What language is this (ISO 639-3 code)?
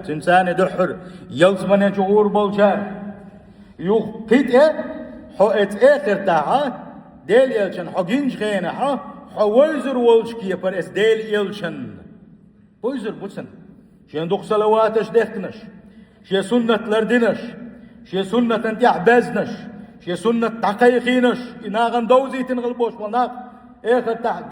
che